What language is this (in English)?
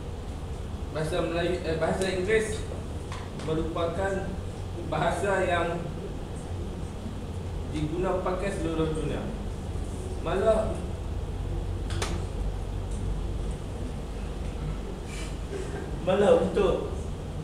Malay